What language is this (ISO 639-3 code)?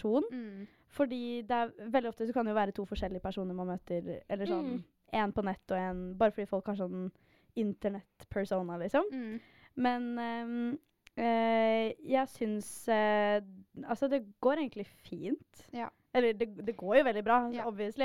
nor